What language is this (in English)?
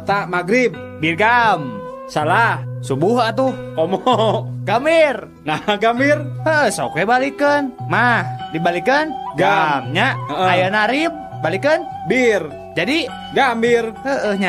Sundanese